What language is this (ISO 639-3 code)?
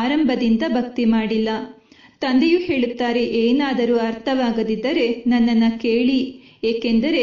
kan